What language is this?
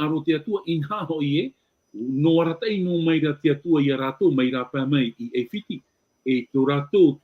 Tahitian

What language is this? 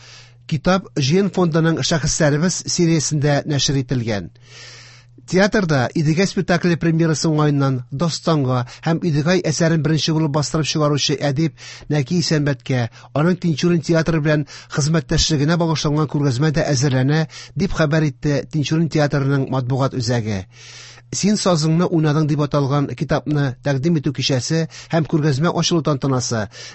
Tatar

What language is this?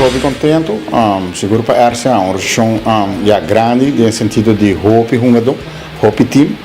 Papiamento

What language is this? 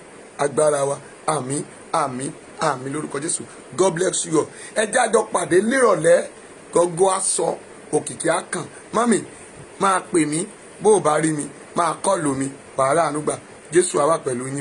Yoruba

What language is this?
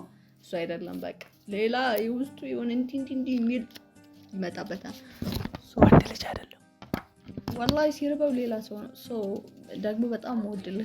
Amharic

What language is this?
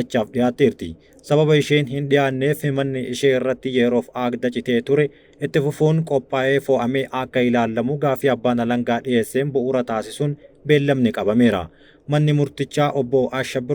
Oromo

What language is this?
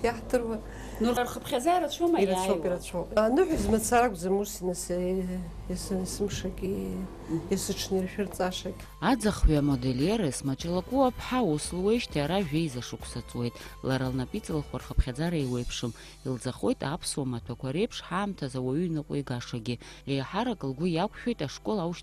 Abkhazian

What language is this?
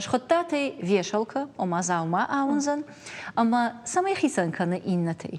Ossetic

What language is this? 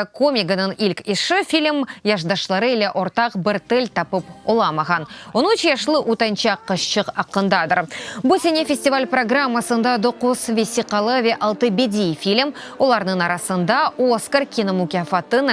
Crimean Tatar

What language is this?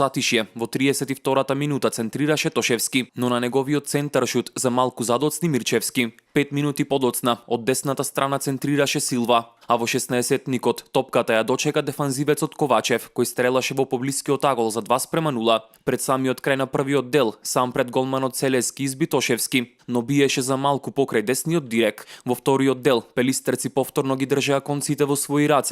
Macedonian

